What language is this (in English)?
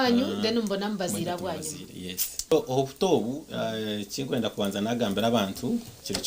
Nyankole